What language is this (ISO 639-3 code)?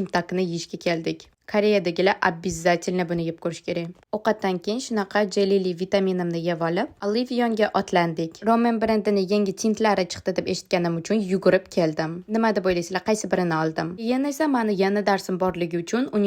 uzb